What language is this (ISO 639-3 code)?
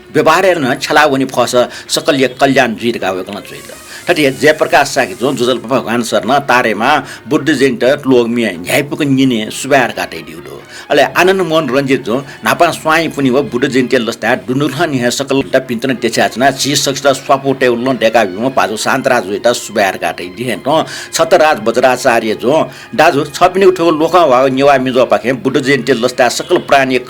new